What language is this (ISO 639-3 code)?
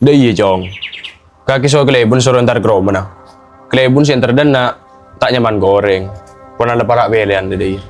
mad